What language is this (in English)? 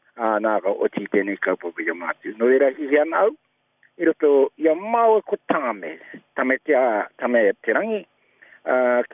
Māori